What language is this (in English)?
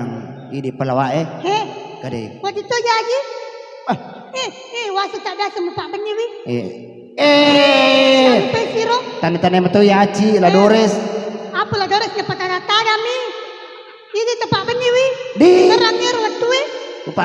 Buginese